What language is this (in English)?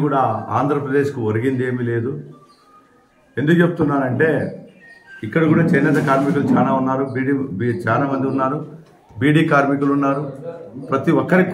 Telugu